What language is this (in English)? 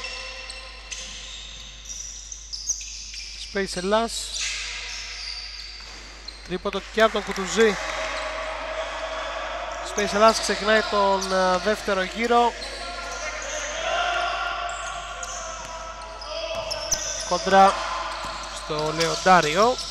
Greek